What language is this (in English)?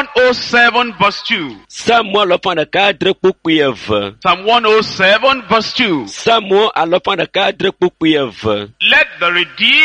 Ewe